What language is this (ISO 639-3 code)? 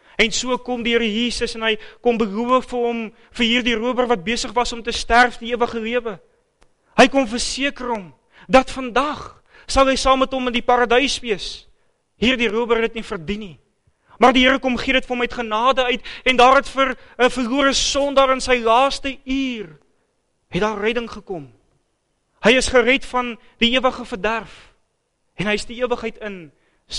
afr